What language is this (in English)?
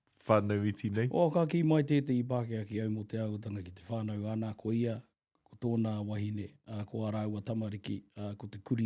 Māori